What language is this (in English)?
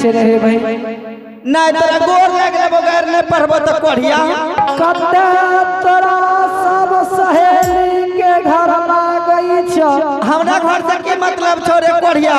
Angika